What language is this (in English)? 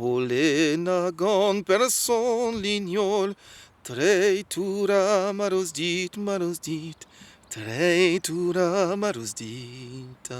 Breton